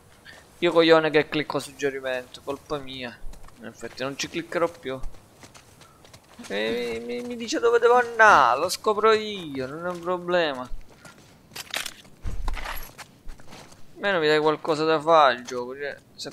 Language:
Italian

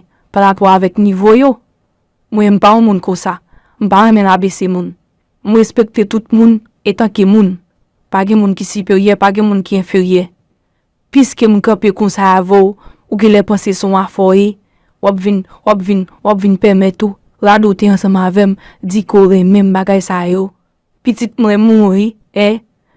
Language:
Haitian Creole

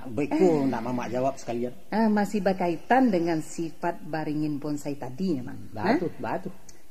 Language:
Minangkabau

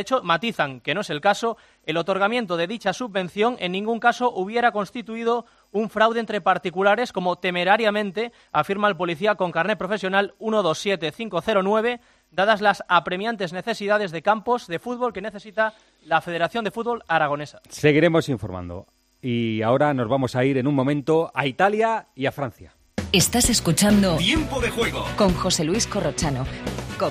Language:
Spanish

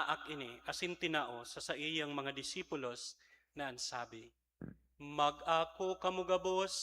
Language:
Bikol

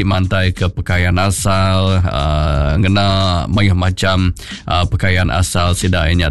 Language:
Iban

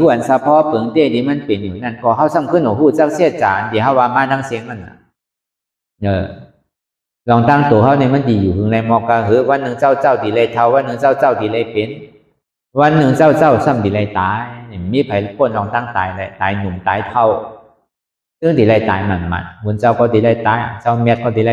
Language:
Shan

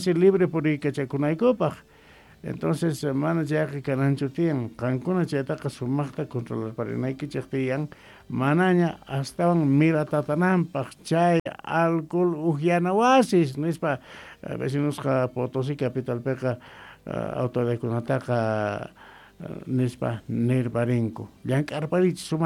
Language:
Quechua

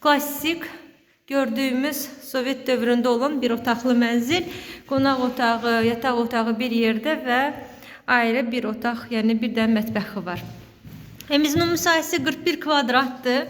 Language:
Azerbaijani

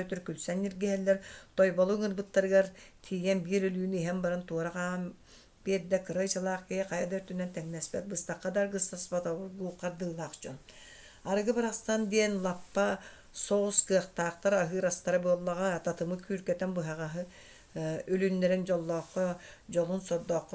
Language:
Yakut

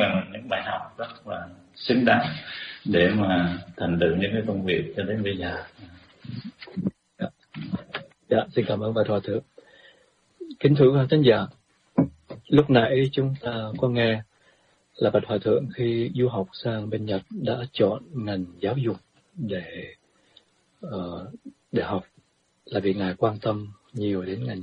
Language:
Vietnamese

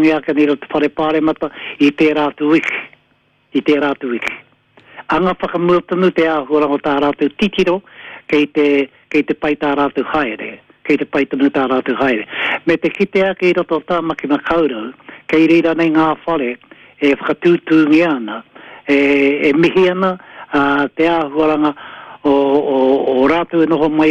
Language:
Māori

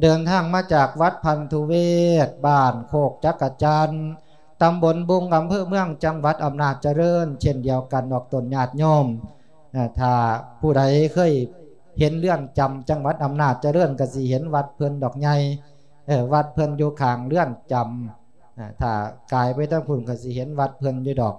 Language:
Lao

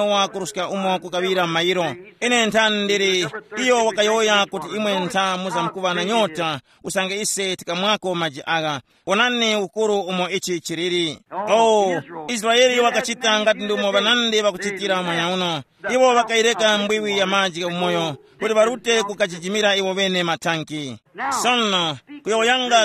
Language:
Tumbuka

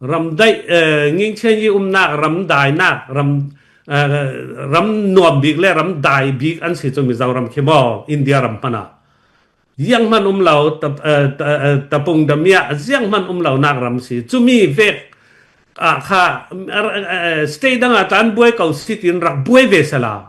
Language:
Falam Chin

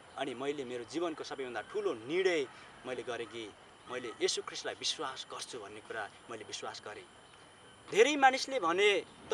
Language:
Nepali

